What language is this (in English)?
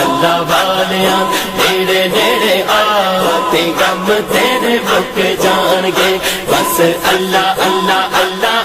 Pahari-Potwari